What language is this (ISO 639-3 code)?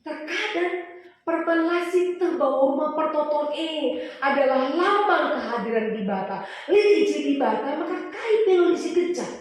btx